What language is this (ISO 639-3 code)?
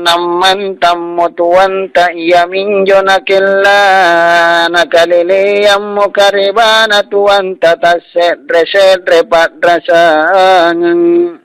mak